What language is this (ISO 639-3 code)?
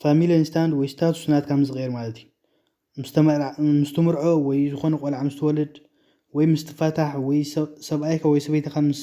tir